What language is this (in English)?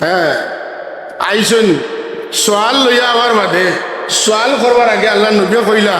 Sylheti